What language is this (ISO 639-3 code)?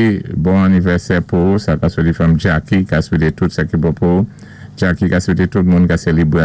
acf